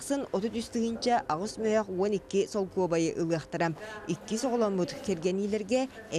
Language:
Yakut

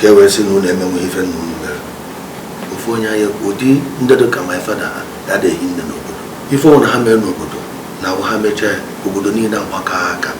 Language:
Igbo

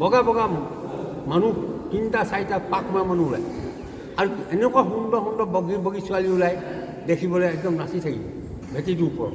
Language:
Assamese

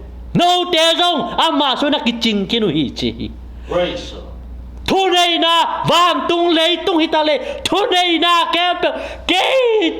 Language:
Tedim Chin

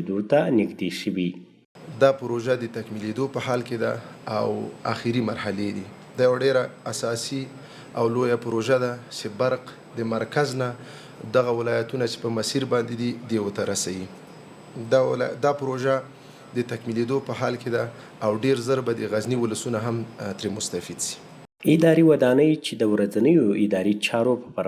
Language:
Pashto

